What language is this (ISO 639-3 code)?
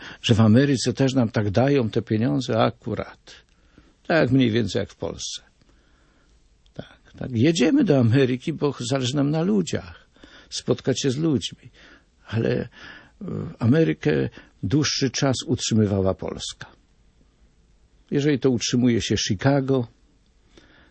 pol